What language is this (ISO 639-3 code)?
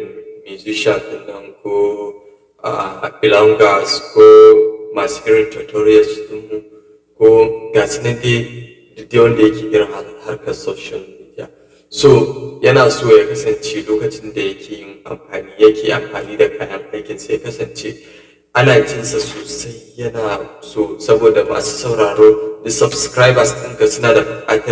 hau